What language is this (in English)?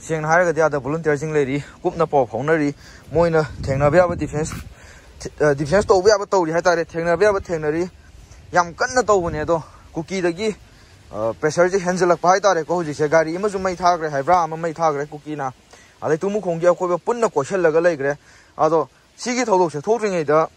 Manipuri